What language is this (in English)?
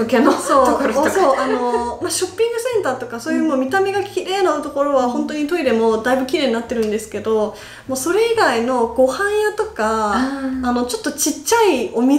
Japanese